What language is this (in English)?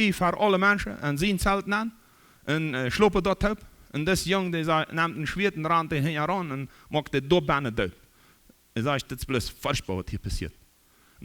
Plautdietsch